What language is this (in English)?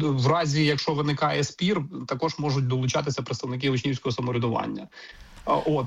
Ukrainian